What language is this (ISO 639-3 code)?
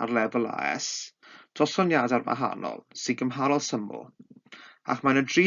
cym